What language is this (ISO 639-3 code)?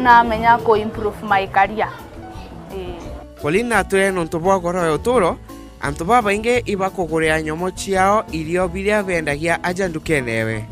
mer